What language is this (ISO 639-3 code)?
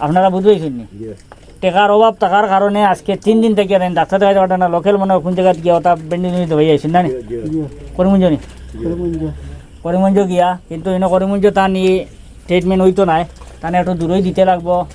syl